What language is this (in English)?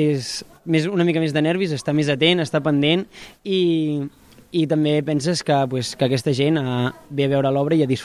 Catalan